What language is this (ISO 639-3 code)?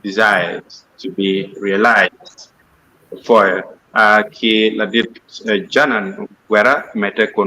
ach